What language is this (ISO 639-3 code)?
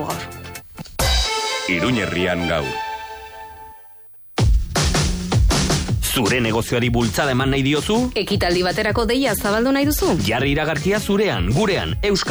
eus